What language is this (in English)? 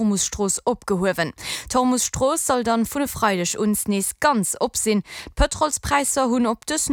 Luxembourgish